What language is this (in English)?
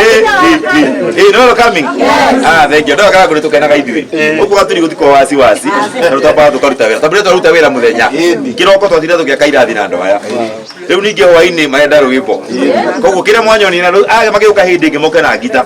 Kikuyu